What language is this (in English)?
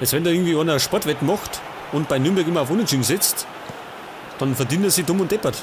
Bavarian